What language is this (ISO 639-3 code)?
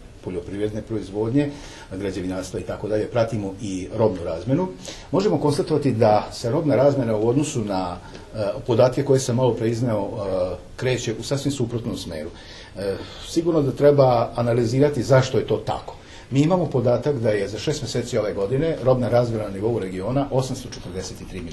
srp